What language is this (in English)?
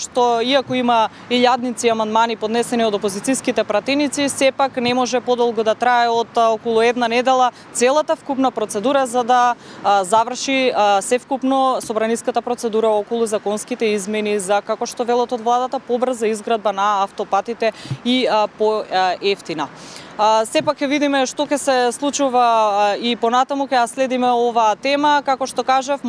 Macedonian